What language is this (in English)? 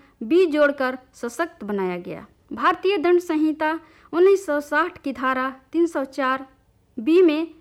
Hindi